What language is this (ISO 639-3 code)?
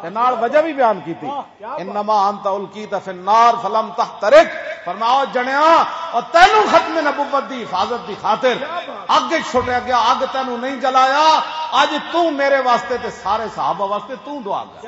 lah